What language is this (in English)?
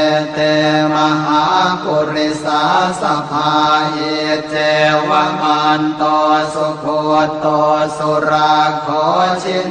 Pali